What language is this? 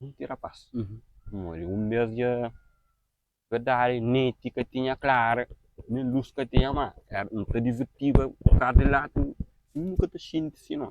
Kabuverdianu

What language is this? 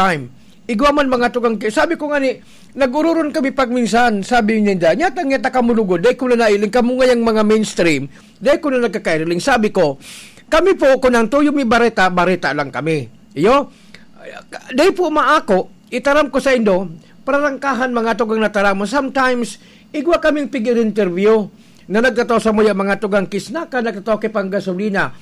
Bikol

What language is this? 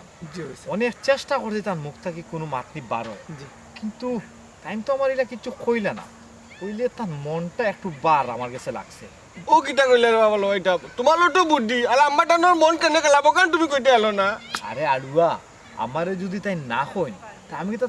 Sylheti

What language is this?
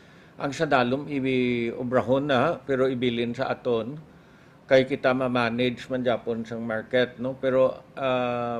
Hiligaynon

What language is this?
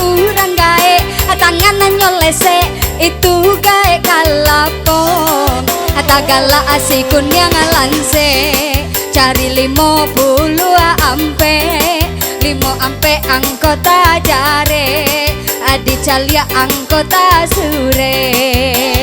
Minangkabau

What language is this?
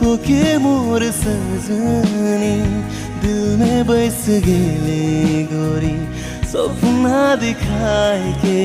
Sadri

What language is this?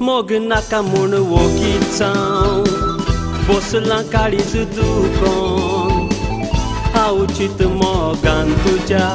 Konkani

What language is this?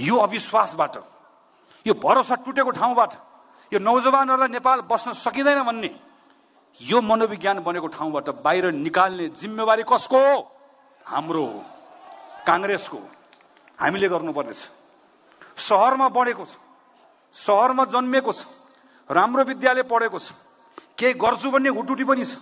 Nepali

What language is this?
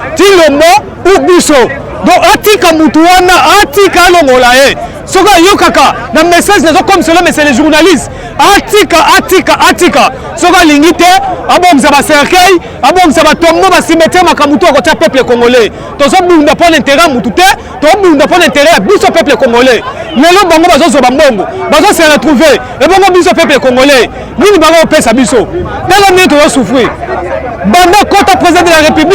Lingala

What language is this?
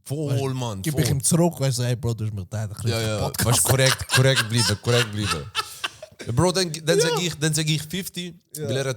Swiss German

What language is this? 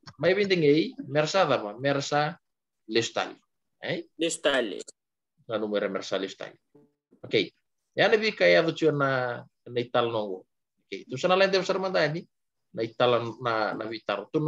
Fijian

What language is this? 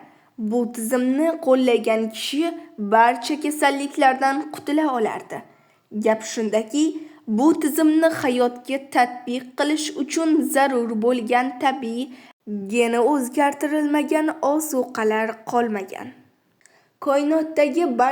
Uzbek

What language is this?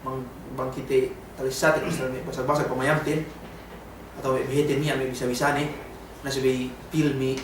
Yakan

